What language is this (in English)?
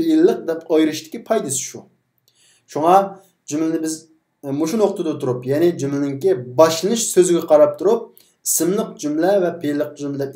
Uyghur